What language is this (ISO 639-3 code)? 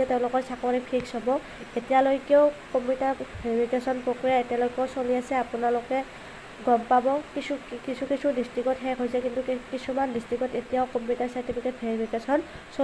asm